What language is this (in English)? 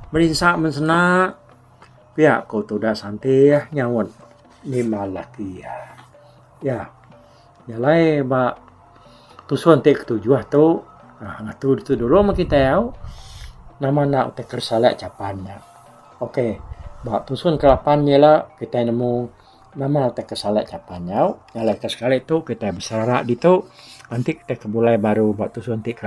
Iban